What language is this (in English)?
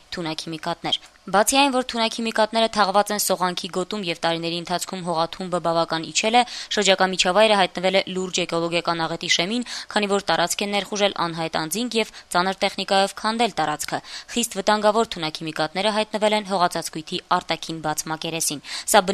Armenian